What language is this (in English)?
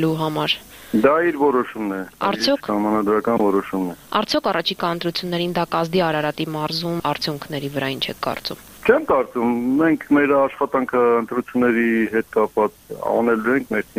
Armenian